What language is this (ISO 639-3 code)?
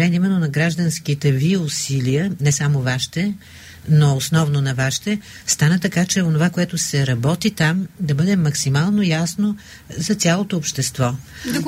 bul